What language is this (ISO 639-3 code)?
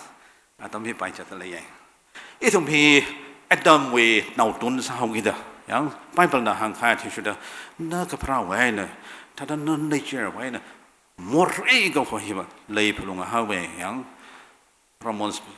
nmf